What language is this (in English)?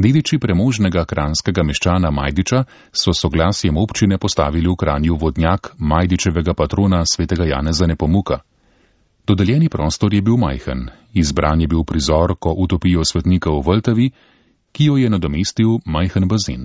Slovenian